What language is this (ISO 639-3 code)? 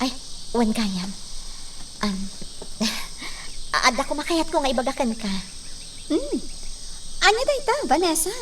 ilo